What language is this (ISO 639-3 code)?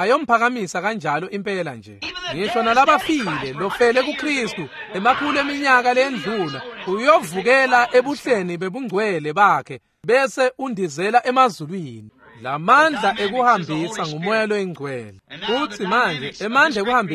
ssw